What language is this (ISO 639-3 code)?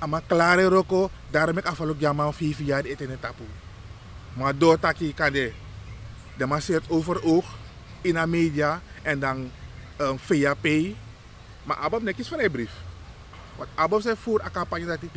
srn